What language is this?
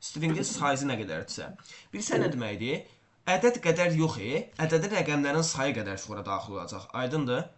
Azerbaijani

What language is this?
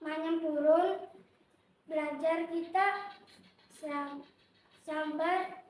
Banjar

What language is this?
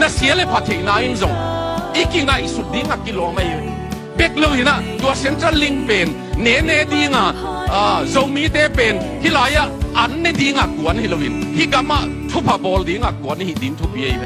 Tedim Chin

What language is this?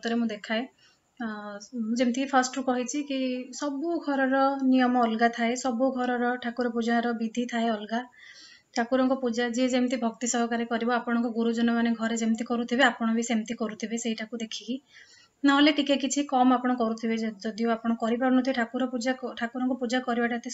Odia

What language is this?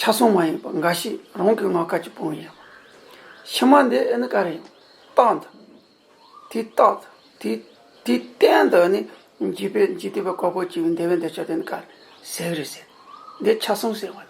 Tibetan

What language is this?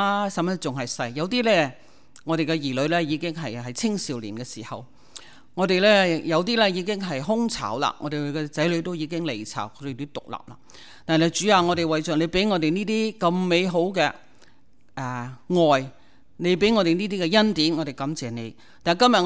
Cantonese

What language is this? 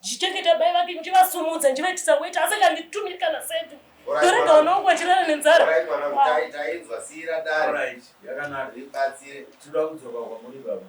Shona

